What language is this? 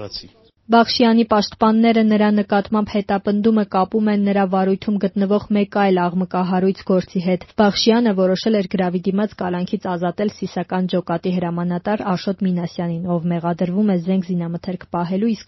Armenian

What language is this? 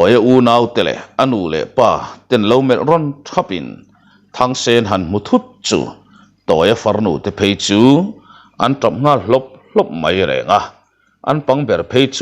Mizo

